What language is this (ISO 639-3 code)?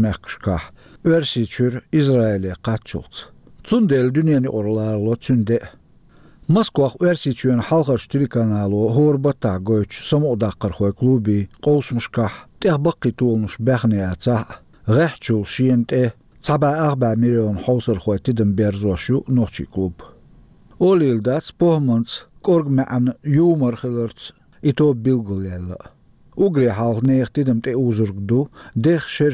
che